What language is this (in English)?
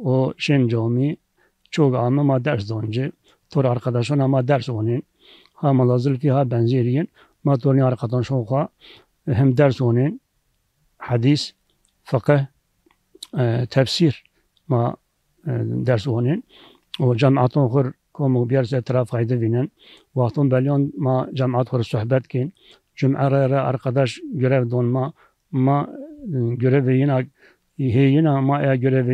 Zaza